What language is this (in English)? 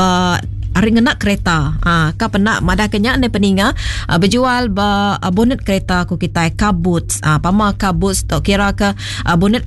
Iban